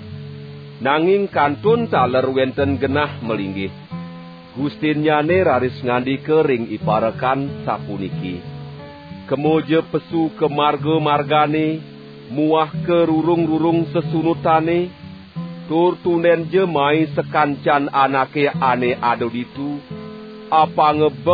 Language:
Balinese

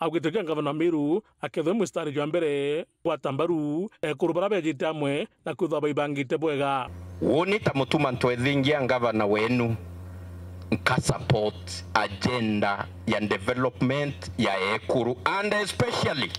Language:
Meru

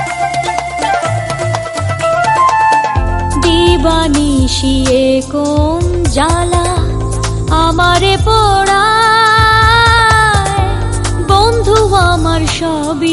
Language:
Bangla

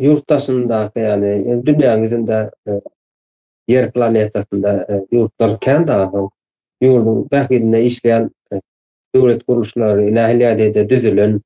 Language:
Turkmen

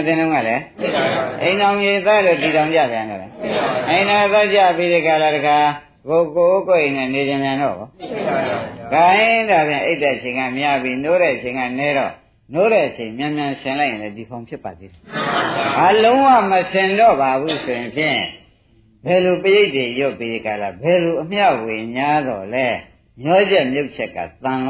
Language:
Burmese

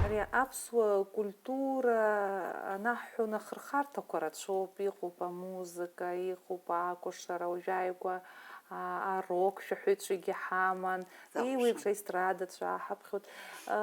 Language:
Abkhazian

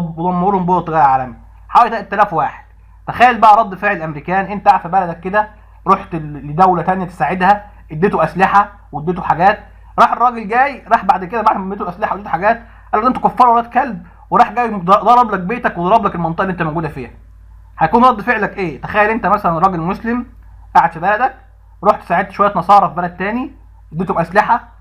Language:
Egyptian Arabic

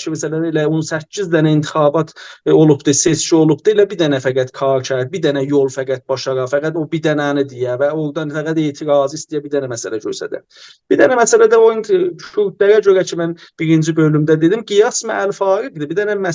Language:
South Azerbaijani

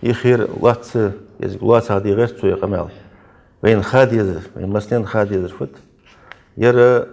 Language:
Ingush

